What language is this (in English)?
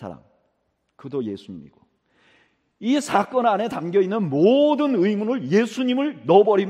Korean